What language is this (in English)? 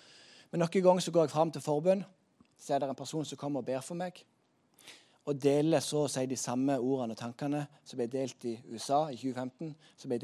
Norwegian